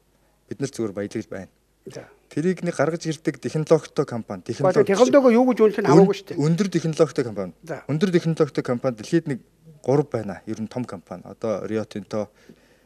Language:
Mongolian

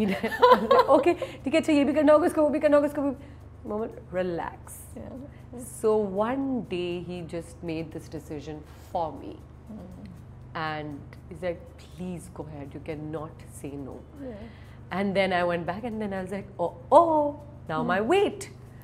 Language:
Urdu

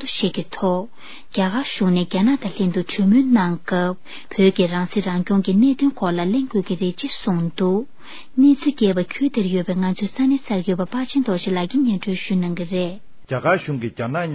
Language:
Tibetan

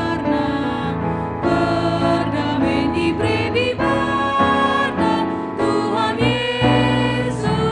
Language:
Batak Karo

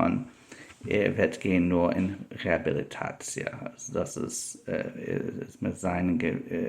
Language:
Yiddish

